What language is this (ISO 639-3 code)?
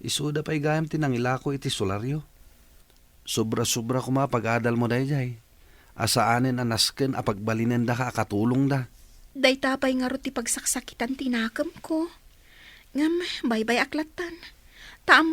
ilo